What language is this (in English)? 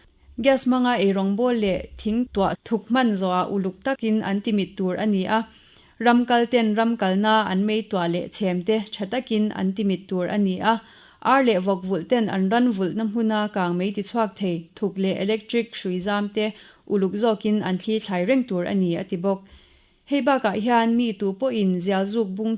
Mizo